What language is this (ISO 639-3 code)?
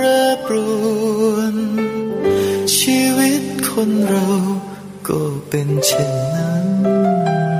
tha